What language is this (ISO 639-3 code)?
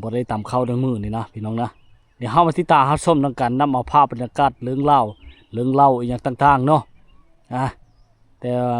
lao